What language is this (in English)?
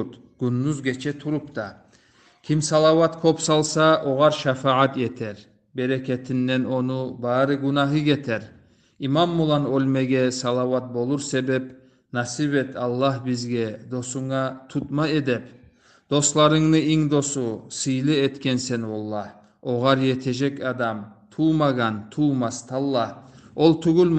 Kumyk